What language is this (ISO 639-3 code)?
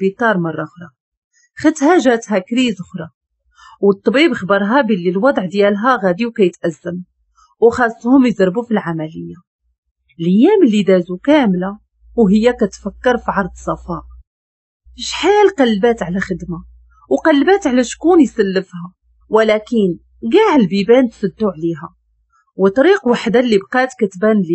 ary